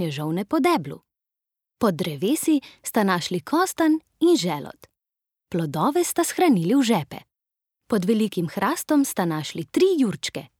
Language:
Slovenian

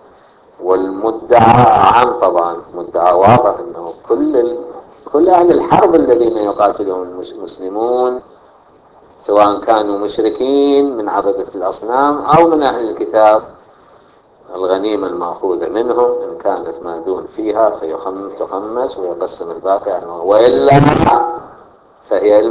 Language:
Arabic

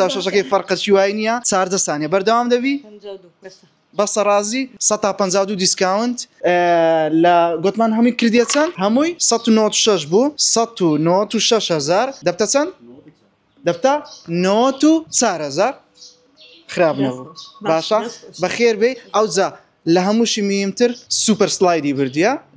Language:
Central Kurdish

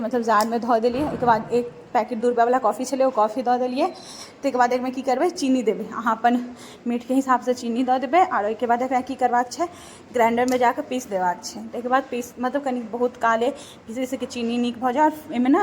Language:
Maithili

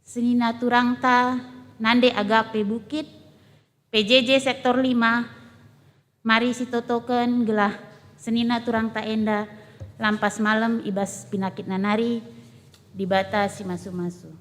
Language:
Batak Karo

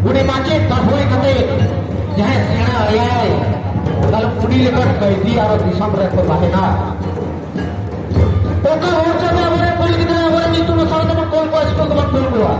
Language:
Santali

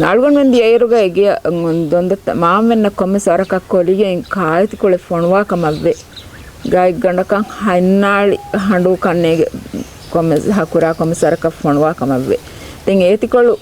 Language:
Divehi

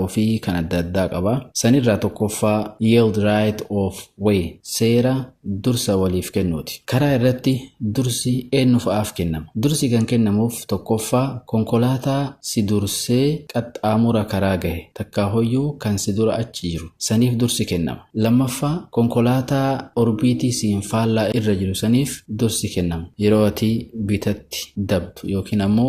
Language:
Oromo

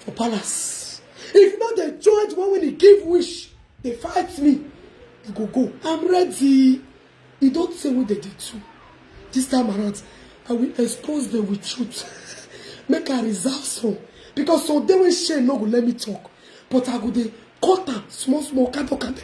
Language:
Nigerian Pidgin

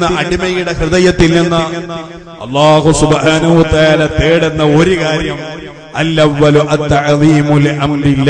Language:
Malayalam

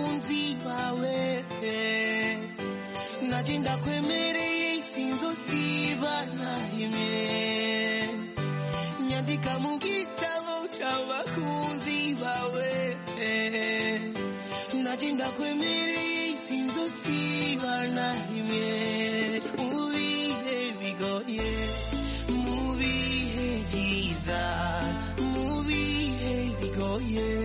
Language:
Kinyarwanda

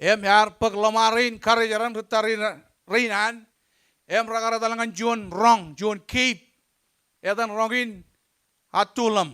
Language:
Marshallese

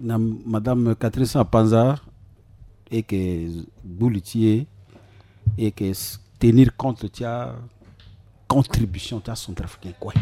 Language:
Sango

